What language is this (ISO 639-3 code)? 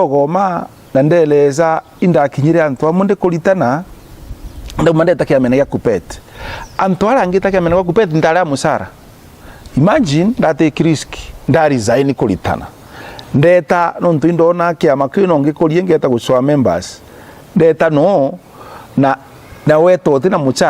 mer